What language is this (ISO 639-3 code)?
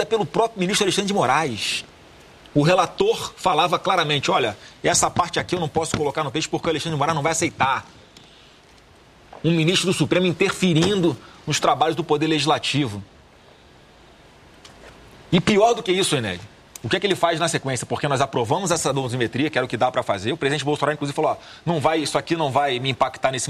por